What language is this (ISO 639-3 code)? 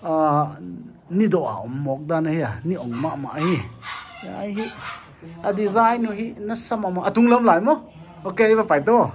pck